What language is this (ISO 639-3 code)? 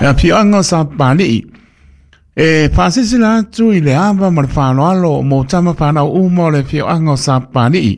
smo